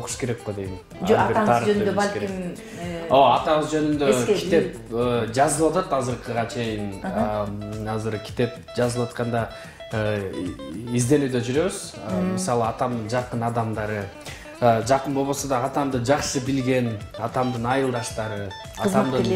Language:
Kyrgyz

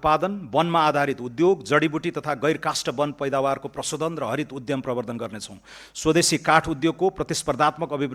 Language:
Nepali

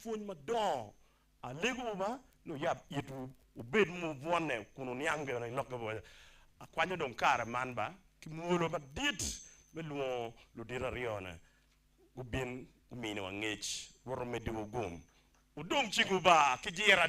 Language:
Acoli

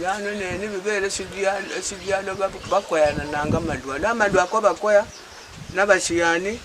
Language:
Luyia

